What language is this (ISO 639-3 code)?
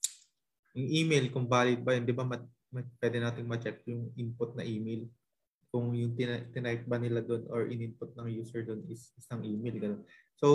fil